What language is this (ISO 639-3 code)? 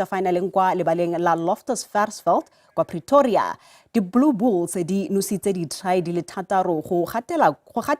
tsn